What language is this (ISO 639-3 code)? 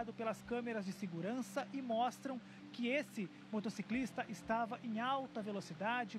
por